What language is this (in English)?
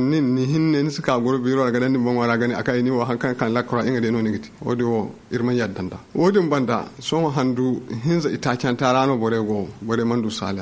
Zarma